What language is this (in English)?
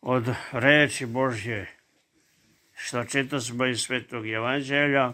Serbian